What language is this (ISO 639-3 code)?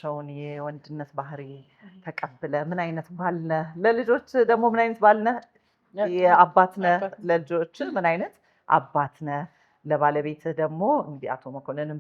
amh